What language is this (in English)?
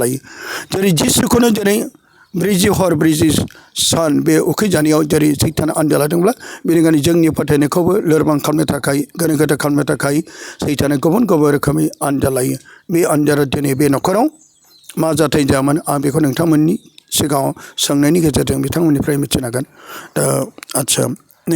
Bodo